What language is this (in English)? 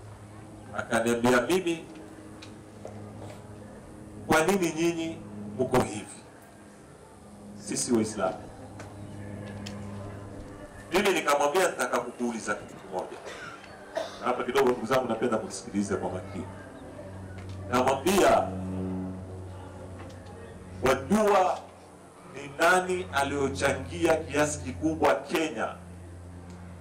Swahili